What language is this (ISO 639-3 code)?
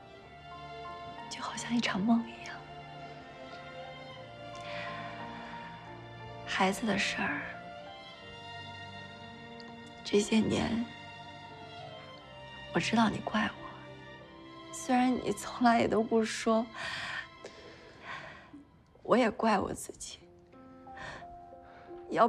zho